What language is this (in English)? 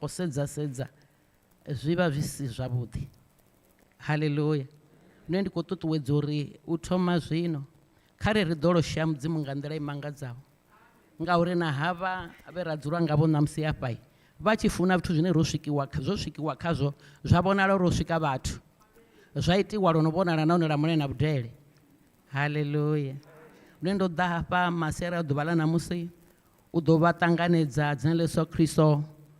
Venda